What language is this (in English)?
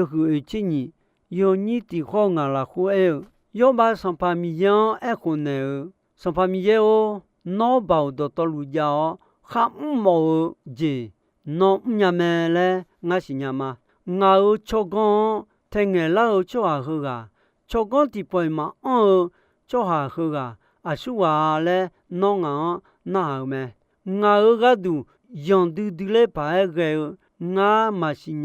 Akha